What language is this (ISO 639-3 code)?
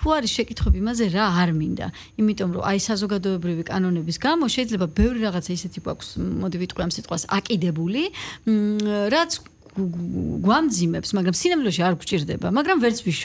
kat